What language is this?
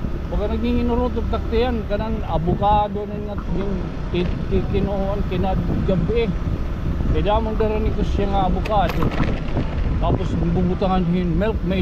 Waray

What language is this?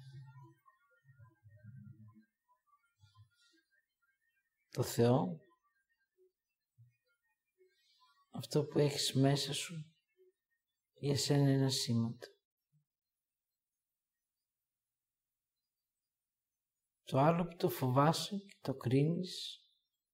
Greek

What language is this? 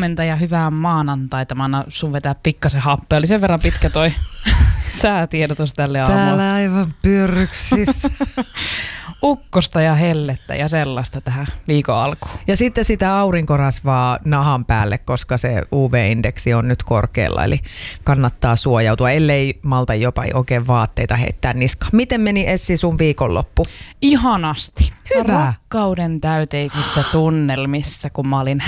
Finnish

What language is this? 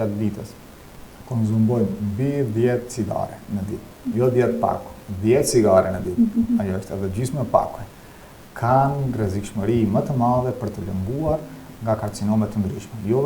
Albanian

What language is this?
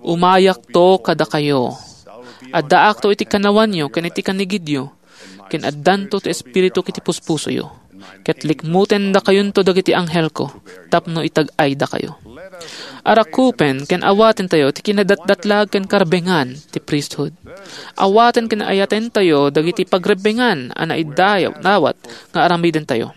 Iloko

